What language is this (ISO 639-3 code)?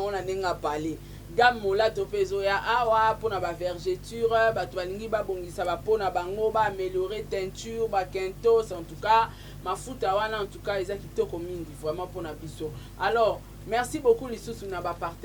lin